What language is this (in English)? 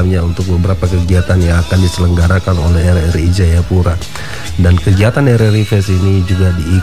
Indonesian